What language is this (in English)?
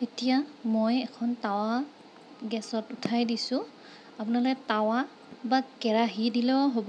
Assamese